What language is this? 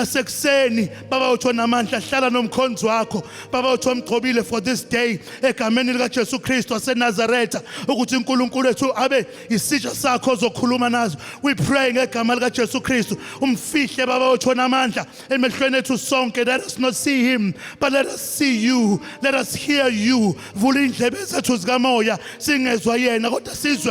Zulu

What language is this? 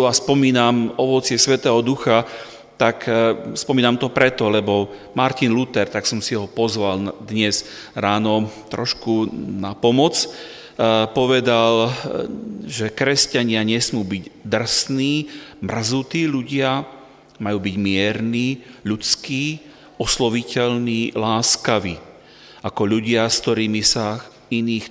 Slovak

